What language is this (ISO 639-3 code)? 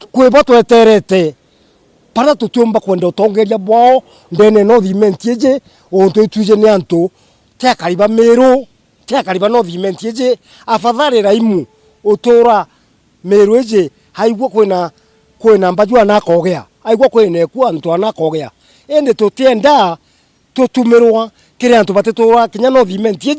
mer